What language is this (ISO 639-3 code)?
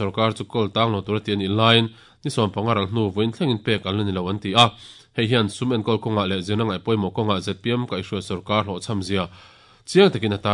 lus